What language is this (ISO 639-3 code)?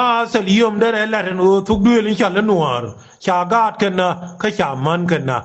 nus